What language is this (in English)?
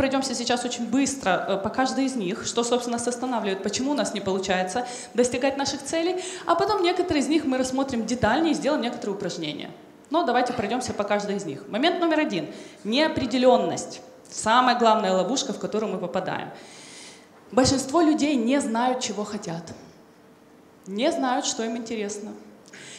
Russian